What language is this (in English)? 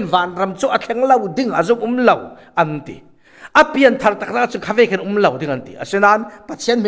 Falam Chin